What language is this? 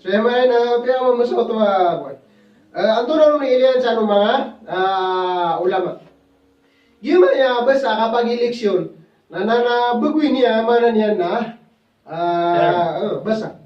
Maranao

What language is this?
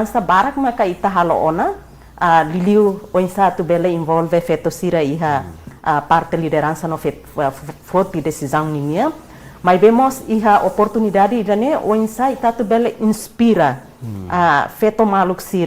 Tetum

